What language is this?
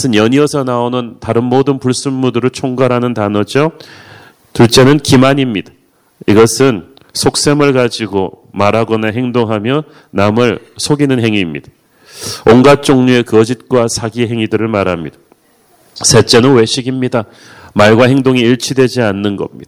Korean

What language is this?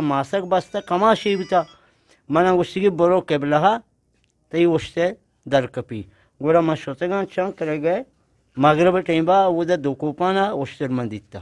Eastern Balochi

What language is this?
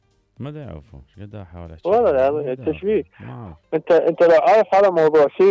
Mesopotamian Arabic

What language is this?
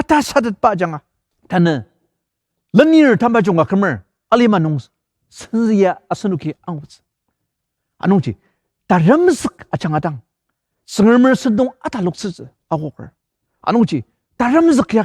Ao Naga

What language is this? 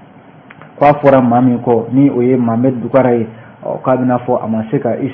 Bambara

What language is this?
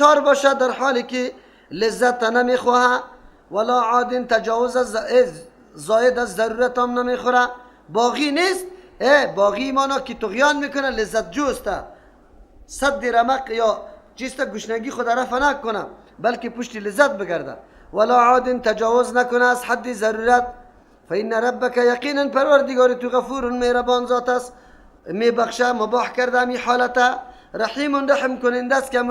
Persian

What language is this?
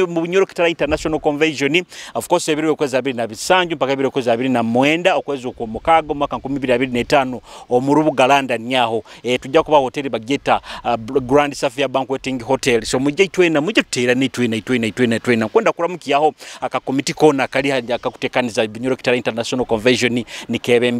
Nyoro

